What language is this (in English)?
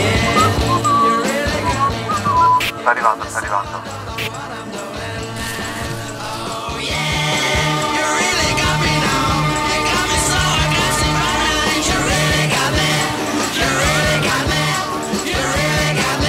Italian